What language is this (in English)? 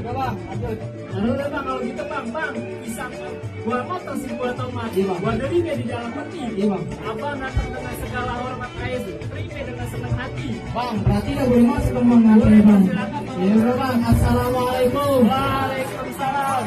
Betawi